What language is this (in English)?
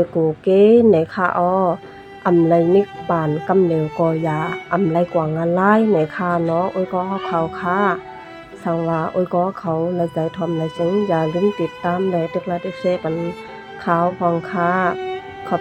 Shan